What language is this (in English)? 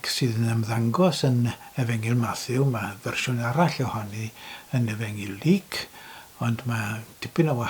Welsh